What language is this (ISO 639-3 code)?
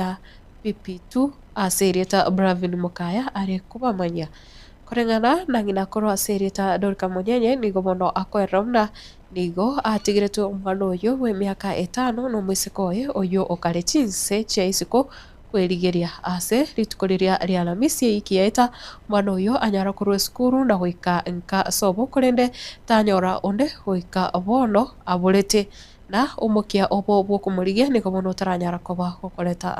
guz